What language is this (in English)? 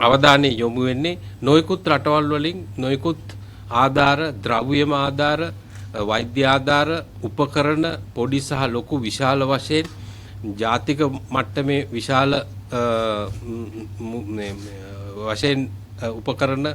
Sinhala